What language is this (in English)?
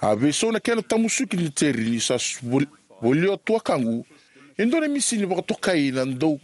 Fijian